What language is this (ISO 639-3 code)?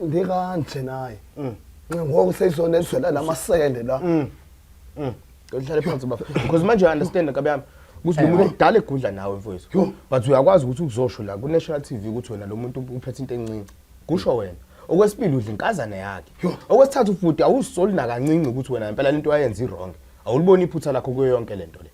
zul